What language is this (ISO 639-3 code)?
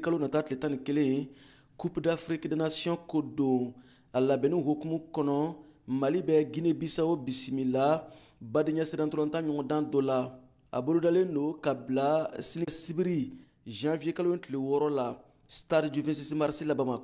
bam